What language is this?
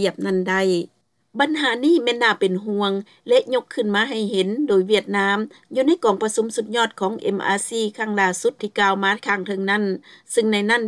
Lao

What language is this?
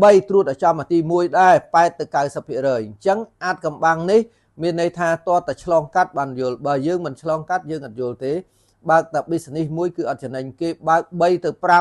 Khmer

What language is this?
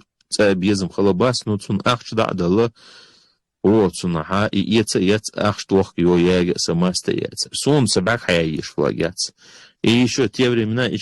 Chechen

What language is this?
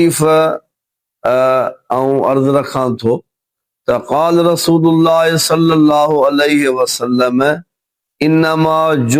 Sindhi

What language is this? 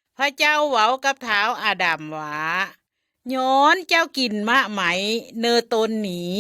Lao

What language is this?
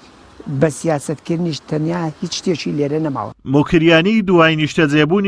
Central Kurdish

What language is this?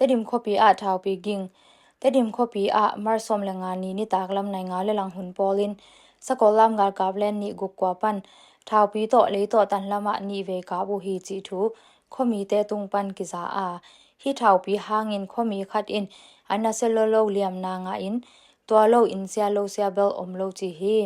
Tedim Chin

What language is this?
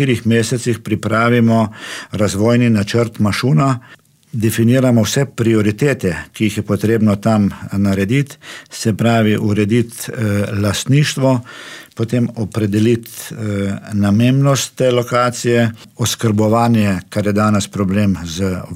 Slovenian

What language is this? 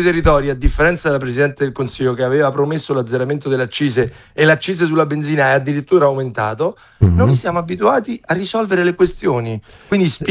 Italian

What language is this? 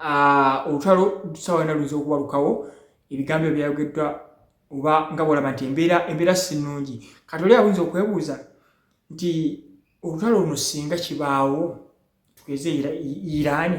Ganda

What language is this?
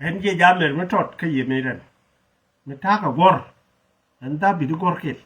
Nuer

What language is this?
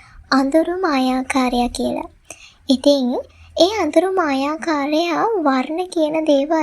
Sinhala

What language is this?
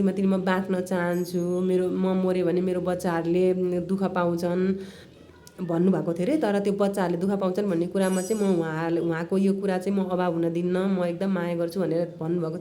Nepali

